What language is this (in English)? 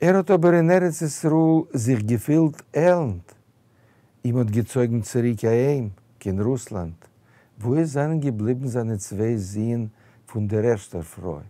Yiddish